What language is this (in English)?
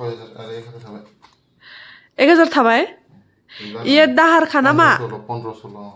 Bodo